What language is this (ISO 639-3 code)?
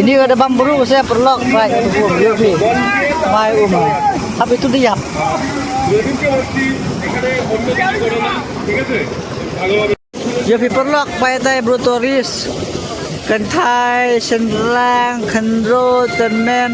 kha